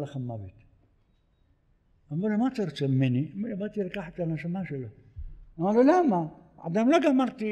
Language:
Hebrew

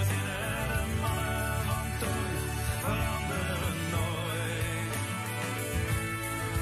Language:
Dutch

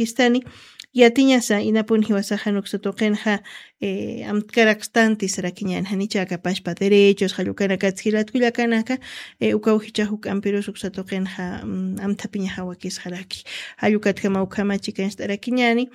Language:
Aymara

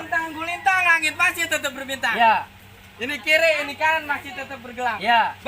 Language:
Betawi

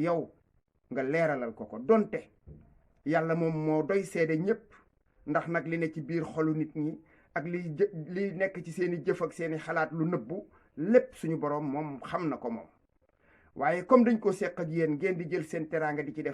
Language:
Wolof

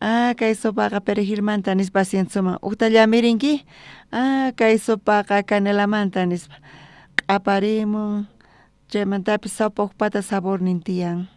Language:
South Bolivian Quechua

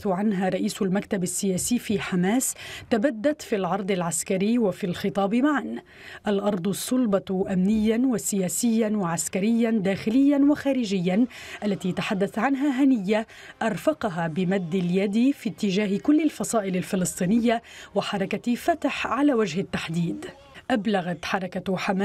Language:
Arabic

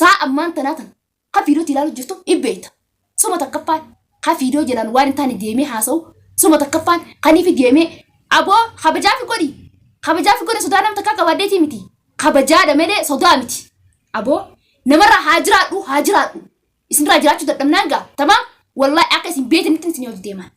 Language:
Oromo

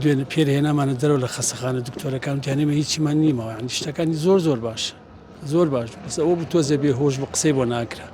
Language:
Central Kurdish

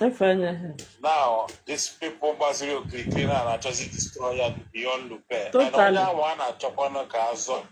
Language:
Igbo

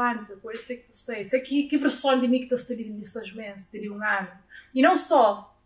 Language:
Kabuverdianu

